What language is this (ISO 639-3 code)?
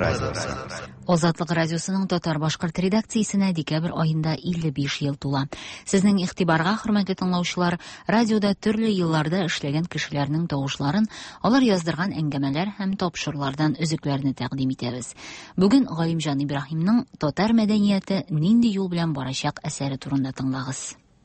tat